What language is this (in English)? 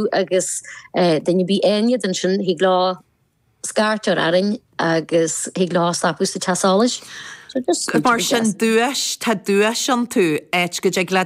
Irish